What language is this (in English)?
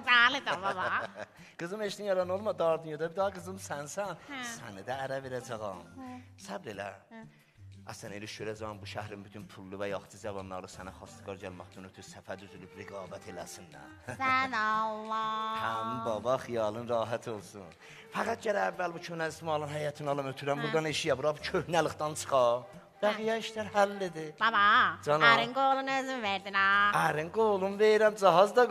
South Azerbaijani